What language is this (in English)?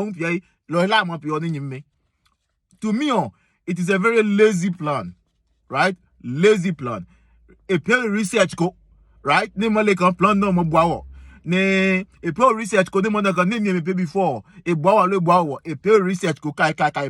Adangme